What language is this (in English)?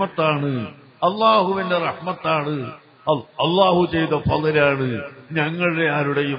Malayalam